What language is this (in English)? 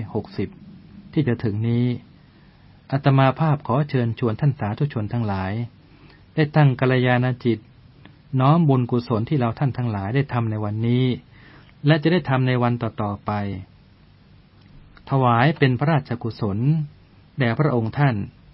Thai